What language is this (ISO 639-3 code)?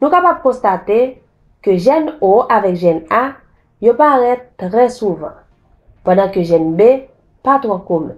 hat